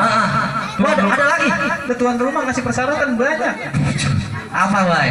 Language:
Betawi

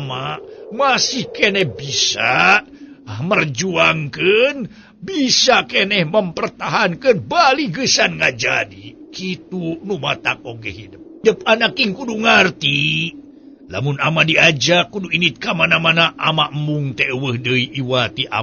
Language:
Sundanese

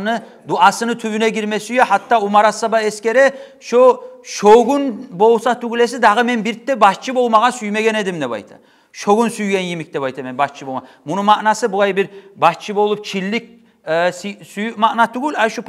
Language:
Kumyk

